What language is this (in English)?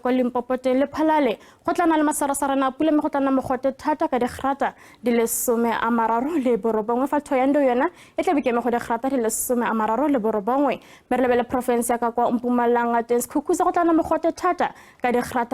Tswana